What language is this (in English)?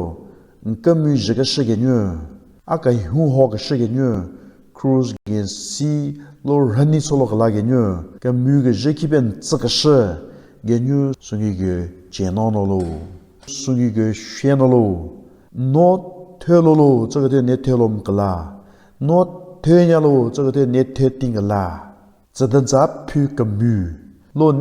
Southern Rengma Naga